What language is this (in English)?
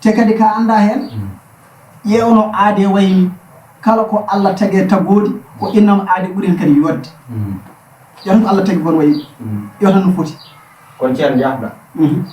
Fula